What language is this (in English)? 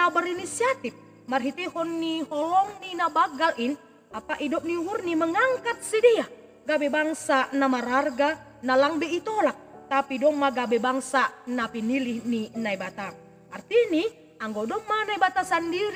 Batak Simalungun